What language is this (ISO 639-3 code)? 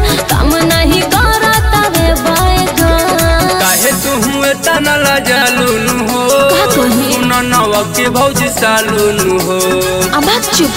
bho